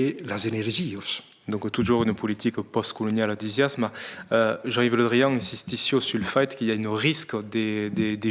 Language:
Occitan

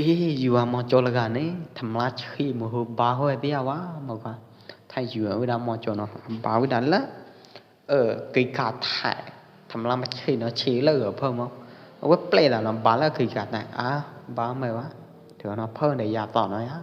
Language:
Pwo Eastern Karen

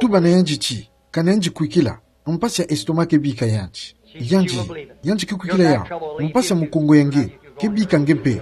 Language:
Kituba (Democratic Republic of Congo)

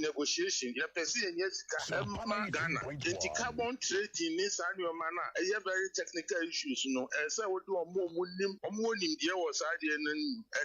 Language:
Akan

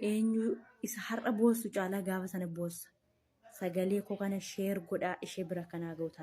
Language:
Oromo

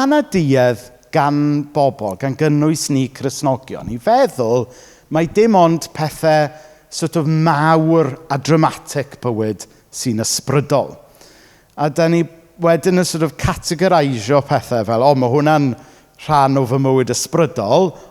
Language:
Welsh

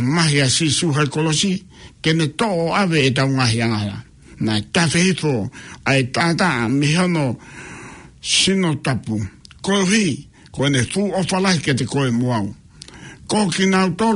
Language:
Tongan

